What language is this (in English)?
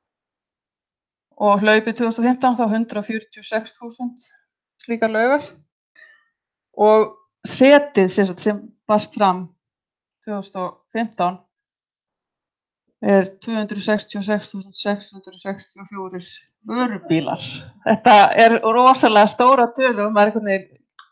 Icelandic